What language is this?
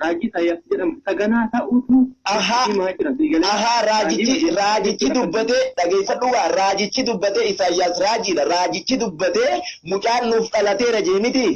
Oromo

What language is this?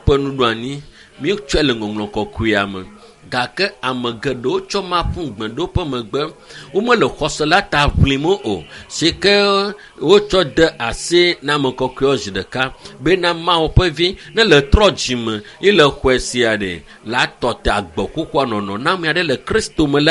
Ewe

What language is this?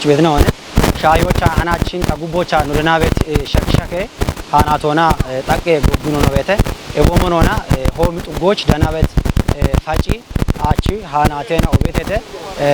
Kafa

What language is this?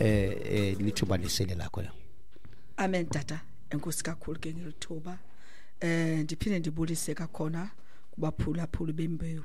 Xhosa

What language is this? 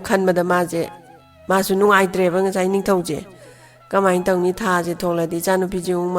Manipuri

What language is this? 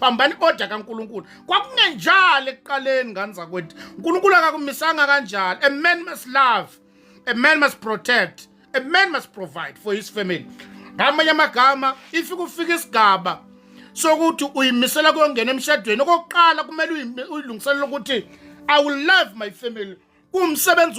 Zulu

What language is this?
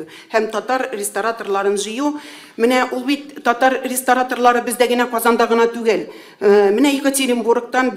Tatar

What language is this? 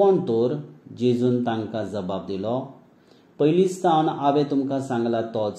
Konkani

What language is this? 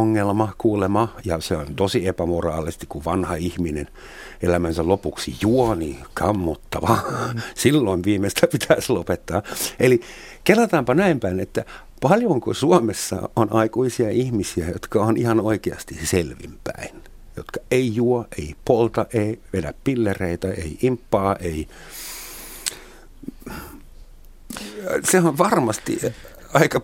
Finnish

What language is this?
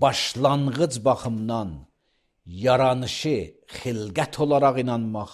Azerbaijani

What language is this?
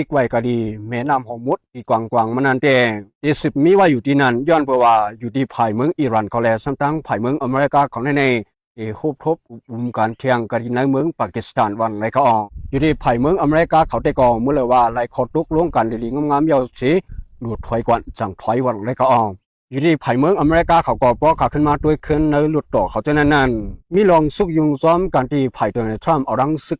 Shan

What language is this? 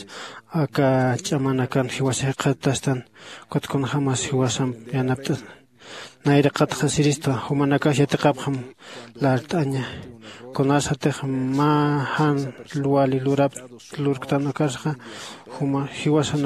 Aymara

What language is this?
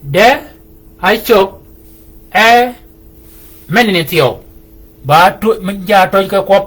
Shilluk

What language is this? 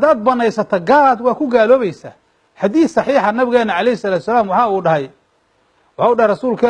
Somali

